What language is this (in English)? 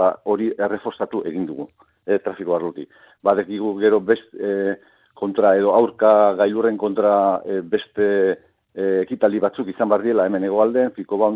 Basque